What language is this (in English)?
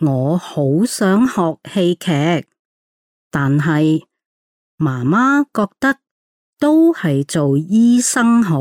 Cantonese